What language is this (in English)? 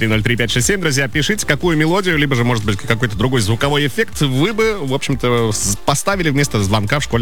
Russian